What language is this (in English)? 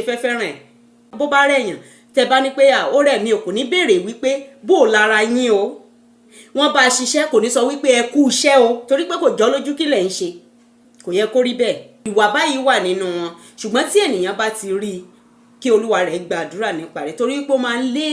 Yoruba